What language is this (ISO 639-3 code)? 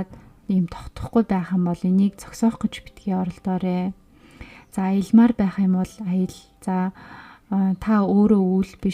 mon